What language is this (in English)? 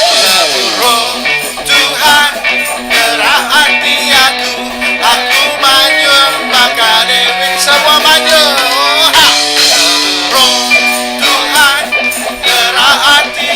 Iban